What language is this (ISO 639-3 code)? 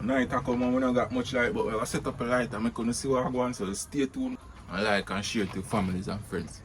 jam